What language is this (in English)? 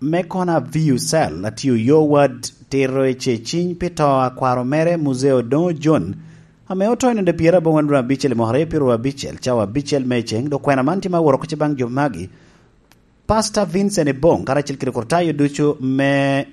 Lango (Uganda)